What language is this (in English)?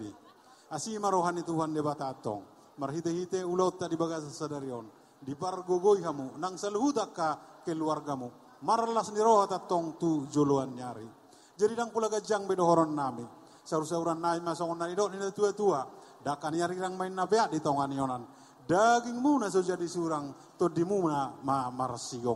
Batak Toba